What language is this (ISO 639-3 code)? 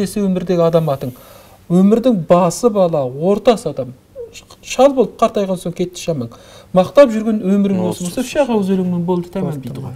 kaz